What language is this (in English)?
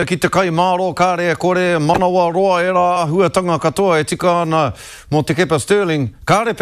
Māori